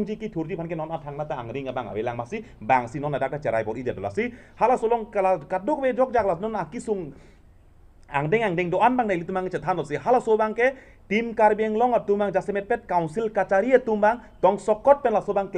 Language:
Karbi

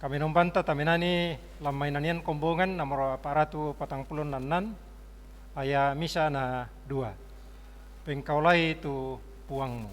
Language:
Toraja-Sa'dan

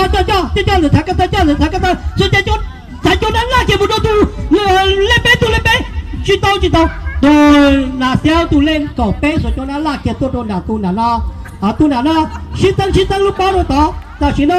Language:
Hmong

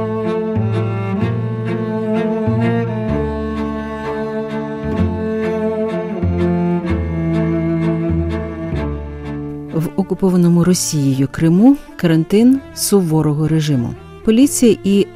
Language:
Ukrainian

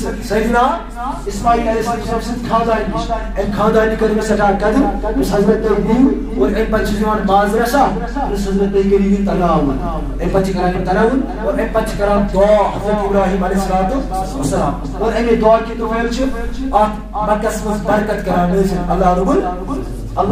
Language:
Kashmiri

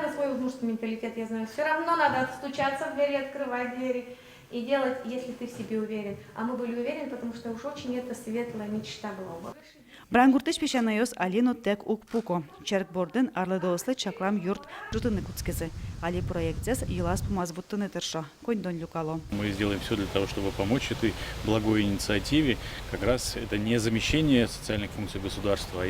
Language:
Udmurt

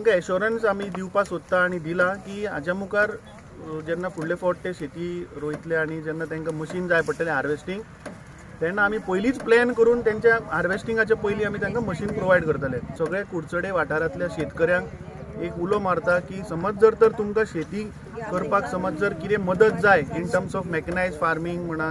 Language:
Konkani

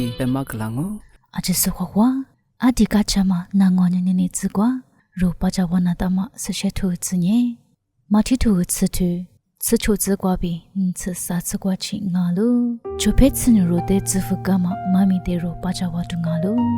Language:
Lisu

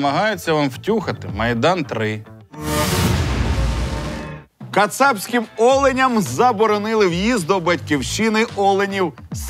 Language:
Ukrainian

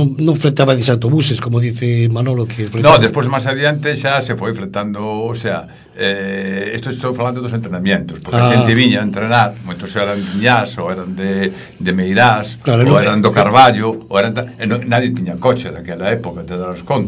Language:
Galician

